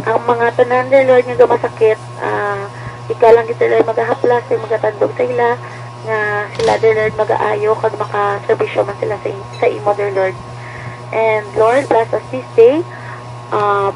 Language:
Hiligaynon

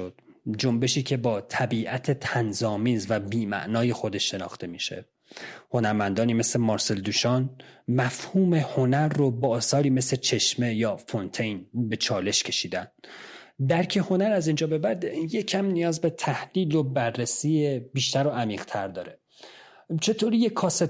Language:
Persian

